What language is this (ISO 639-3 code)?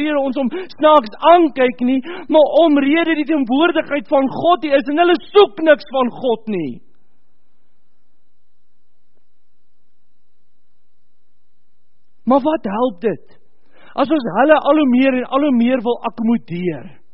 afr